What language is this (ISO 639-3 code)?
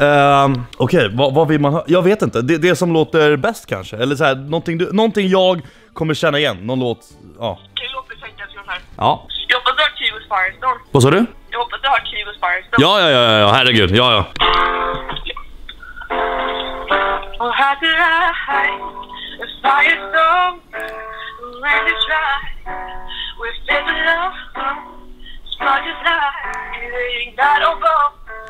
swe